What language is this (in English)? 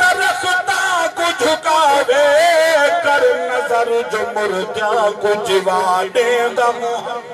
Saraiki